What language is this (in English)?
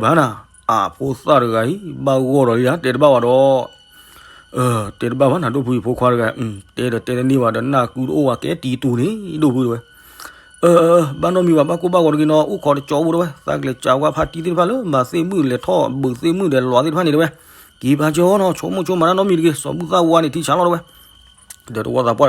S'gaw Karen